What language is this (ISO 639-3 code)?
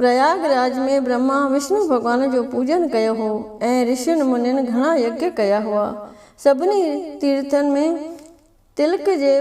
snd